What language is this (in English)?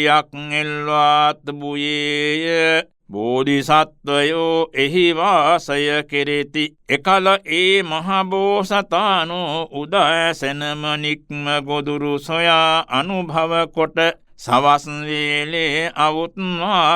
Sinhala